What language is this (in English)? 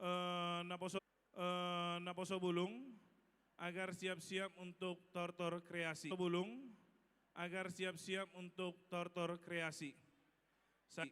Batak Toba